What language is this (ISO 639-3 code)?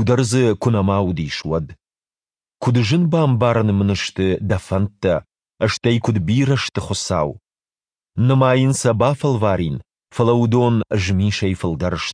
oss